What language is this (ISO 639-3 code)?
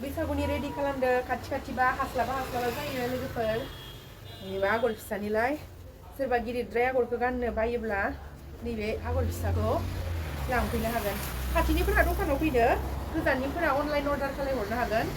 brx